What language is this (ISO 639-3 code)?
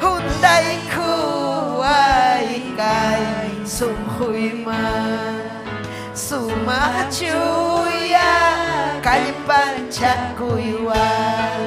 quy